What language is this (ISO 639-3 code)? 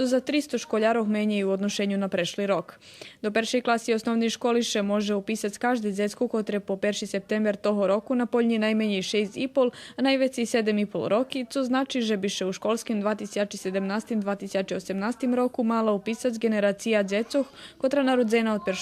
rue